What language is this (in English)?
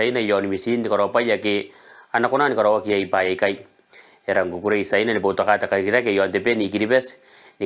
Gilbertese